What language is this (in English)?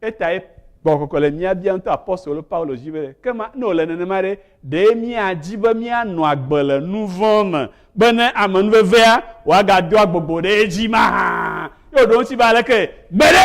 Ewe